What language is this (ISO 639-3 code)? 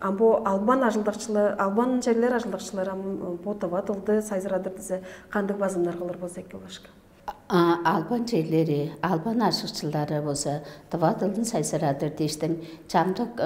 tyv